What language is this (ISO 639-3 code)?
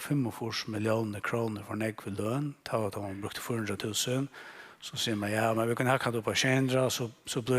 fao